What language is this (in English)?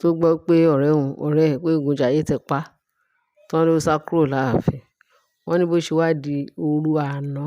Yoruba